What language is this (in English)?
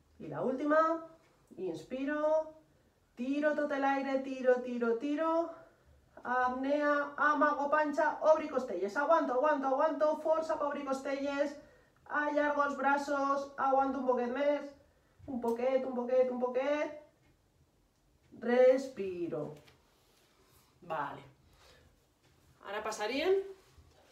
Catalan